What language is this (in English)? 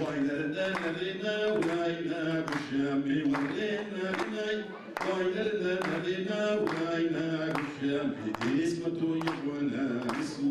Adyghe